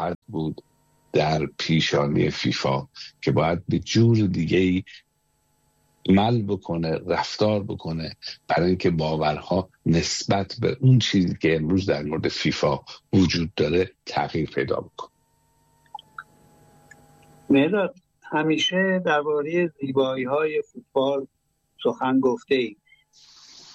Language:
Persian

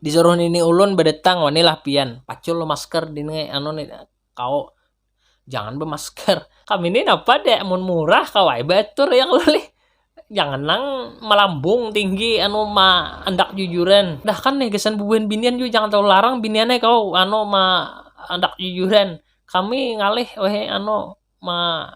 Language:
Banjar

